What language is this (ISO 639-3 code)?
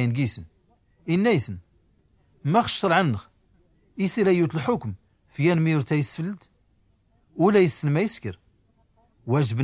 shi